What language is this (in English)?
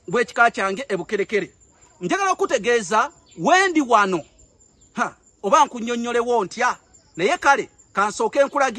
Ganda